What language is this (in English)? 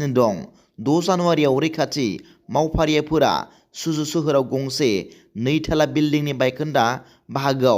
Bodo